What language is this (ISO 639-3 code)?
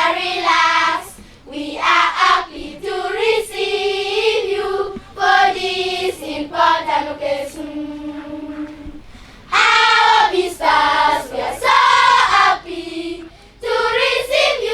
ach